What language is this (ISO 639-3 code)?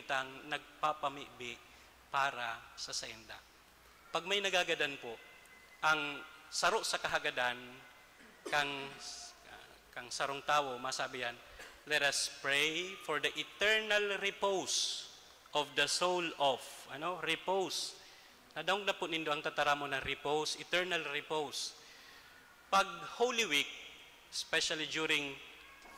bik